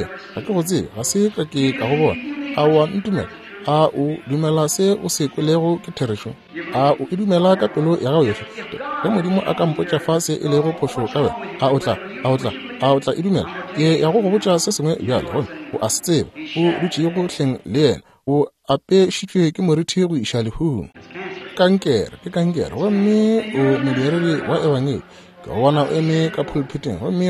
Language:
Northern Sotho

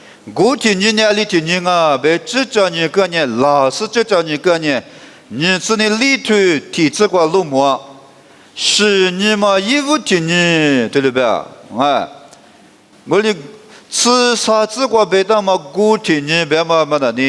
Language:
Lisu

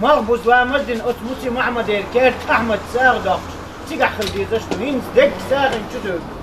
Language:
Chechen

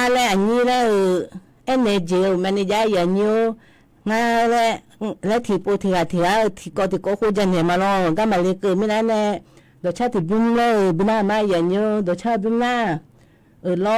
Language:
Akha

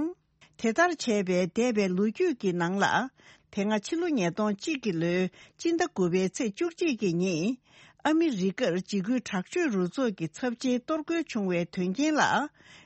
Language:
Tibetan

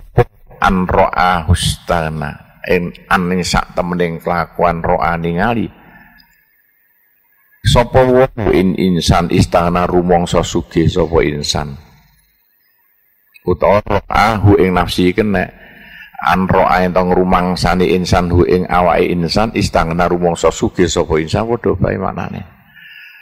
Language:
Javanese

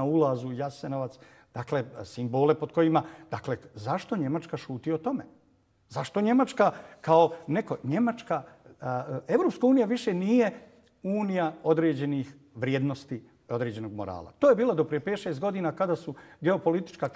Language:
Bosnian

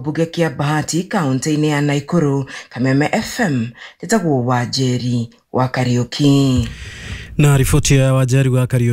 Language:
Kikuyu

